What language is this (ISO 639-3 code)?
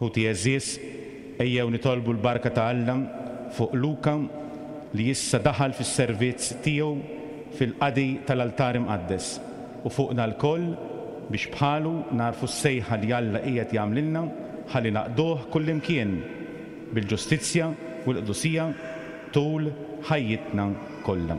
mlt